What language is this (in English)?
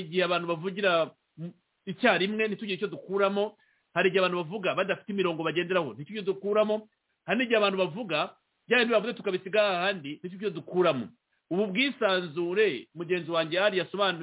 Kinyarwanda